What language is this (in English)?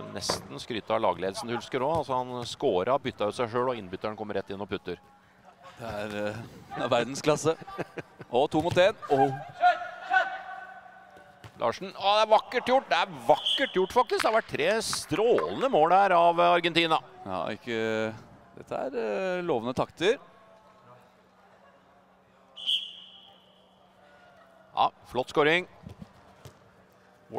Norwegian